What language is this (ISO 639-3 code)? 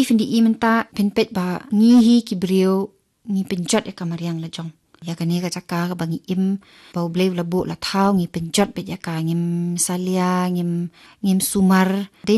kha